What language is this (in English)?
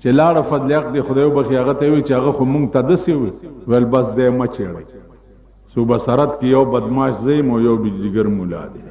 Pashto